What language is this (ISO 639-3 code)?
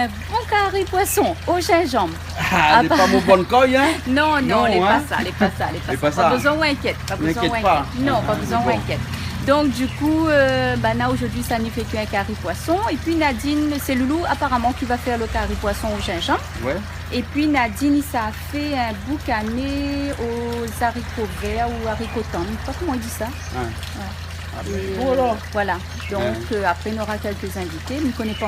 rcf